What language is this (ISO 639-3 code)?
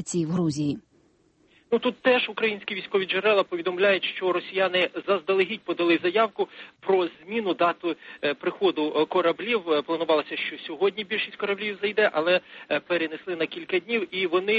ukr